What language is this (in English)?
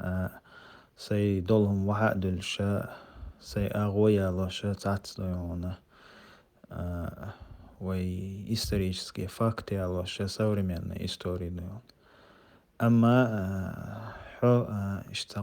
Chechen